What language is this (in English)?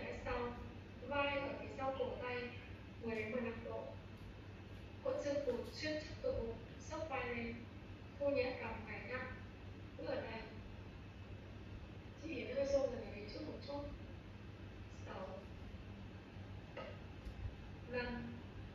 Vietnamese